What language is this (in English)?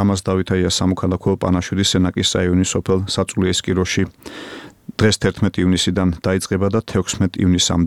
Georgian